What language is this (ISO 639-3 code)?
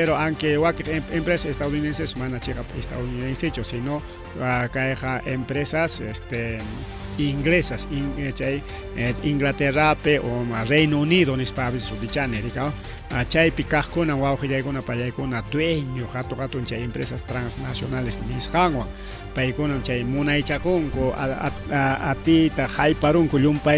quy